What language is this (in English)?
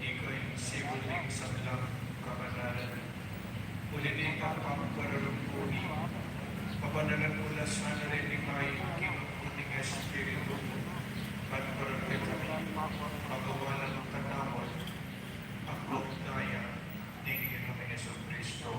Pampanga